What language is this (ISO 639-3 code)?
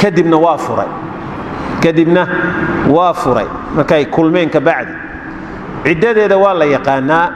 som